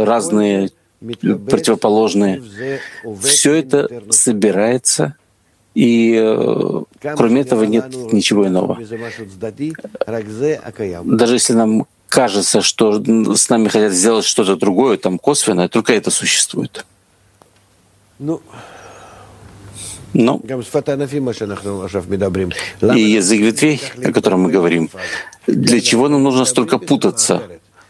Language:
Russian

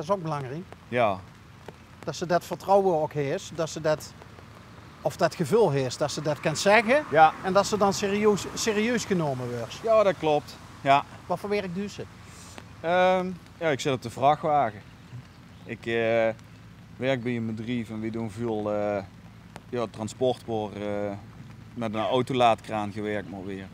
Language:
Limburgish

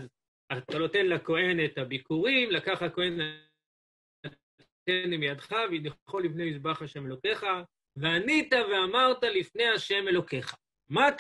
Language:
Hebrew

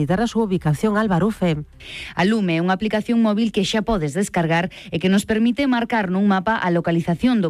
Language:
Galician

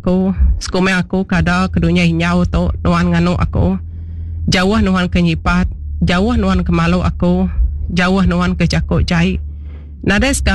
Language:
Iban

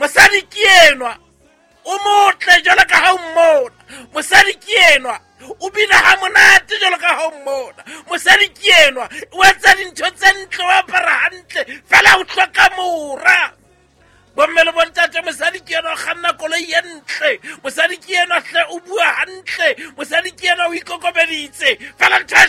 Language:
Southern Sotho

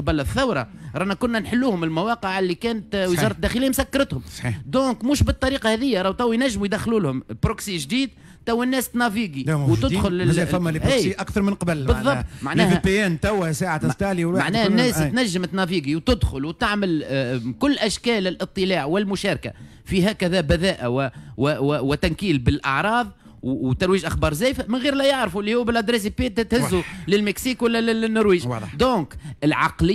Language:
Tunisian Arabic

